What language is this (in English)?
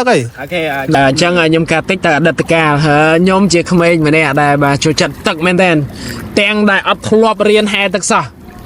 Khmer